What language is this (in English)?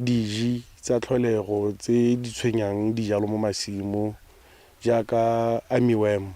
Tswana